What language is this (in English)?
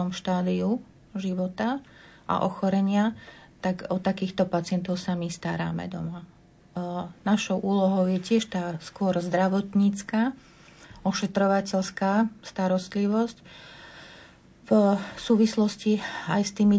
Slovak